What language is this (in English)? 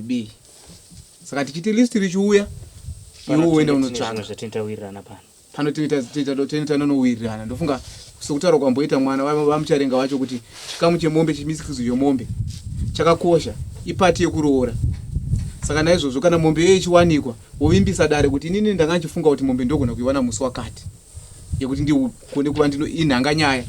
Shona